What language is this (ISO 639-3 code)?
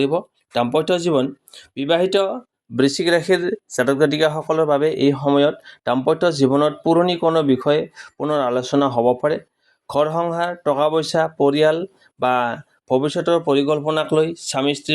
asm